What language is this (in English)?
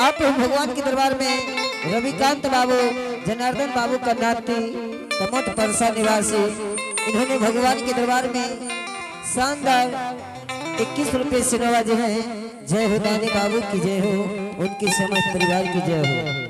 Angika